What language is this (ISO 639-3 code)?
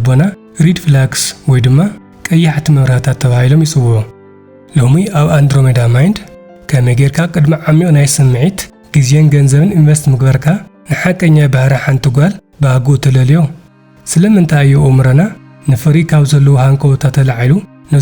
tir